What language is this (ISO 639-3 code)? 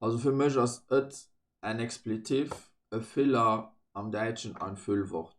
ltz